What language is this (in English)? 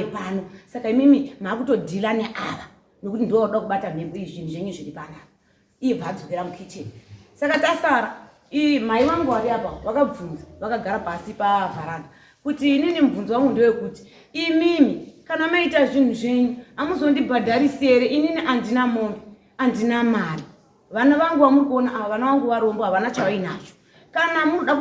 Shona